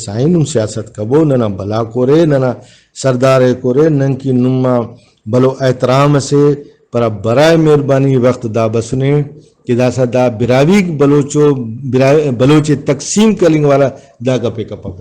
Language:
Brahui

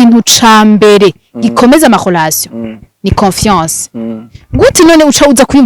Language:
Rundi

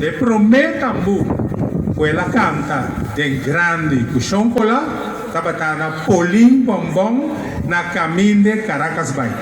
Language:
Papiamento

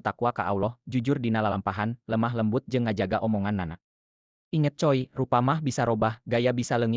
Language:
Sundanese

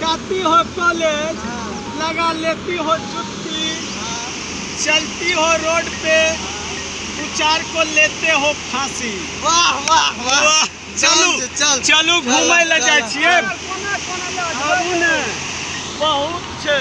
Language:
Maithili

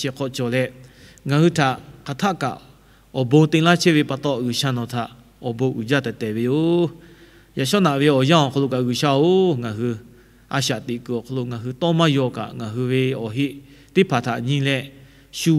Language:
Lahu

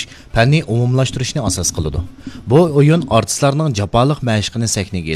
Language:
Uyghur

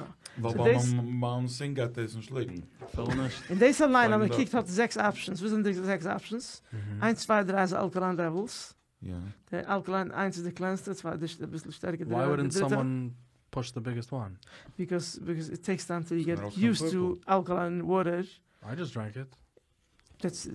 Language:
Yiddish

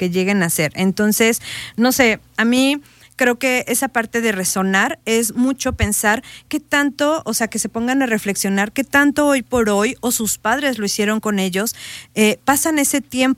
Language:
Spanish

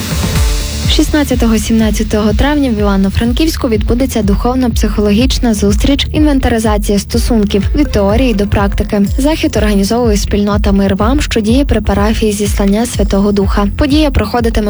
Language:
Ukrainian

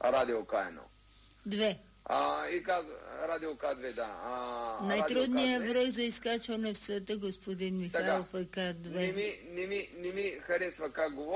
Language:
Bulgarian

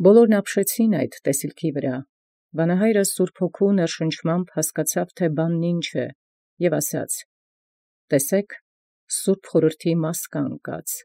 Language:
Armenian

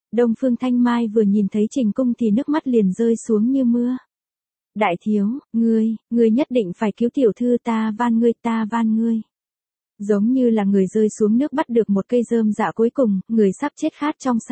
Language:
Vietnamese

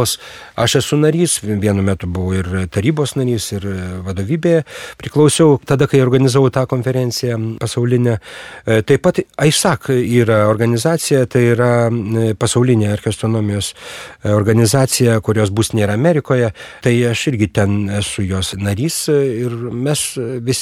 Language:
Lithuanian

